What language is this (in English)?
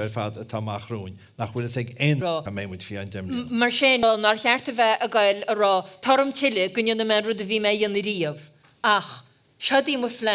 Irish